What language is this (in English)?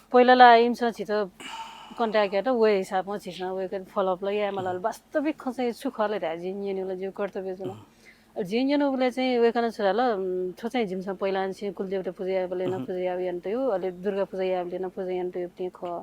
Newari